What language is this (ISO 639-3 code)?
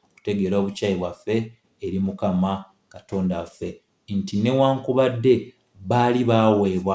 lug